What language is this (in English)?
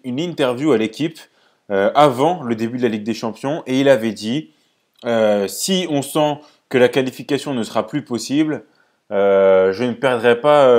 French